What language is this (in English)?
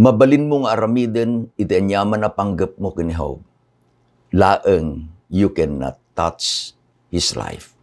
Iloko